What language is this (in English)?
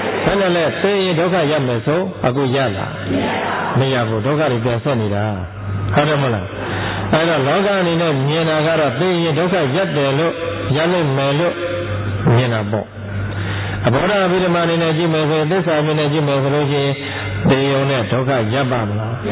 Burmese